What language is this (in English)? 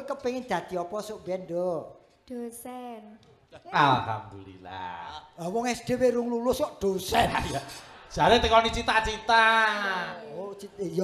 Javanese